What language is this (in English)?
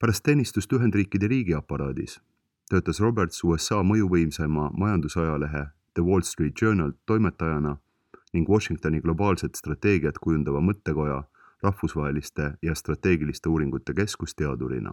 Estonian